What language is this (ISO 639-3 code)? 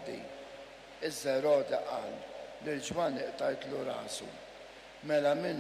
mlt